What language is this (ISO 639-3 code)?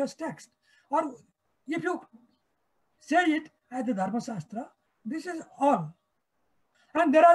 eng